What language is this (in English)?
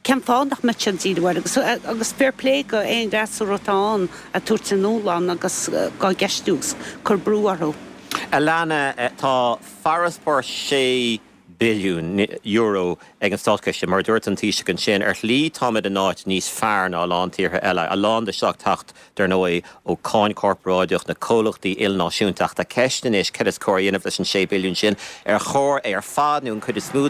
Irish